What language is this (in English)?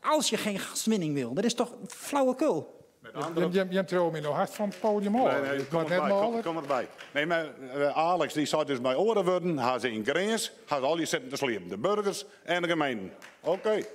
Western Frisian